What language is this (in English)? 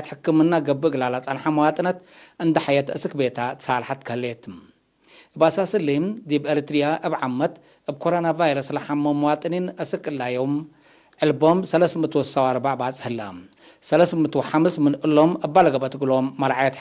Tigre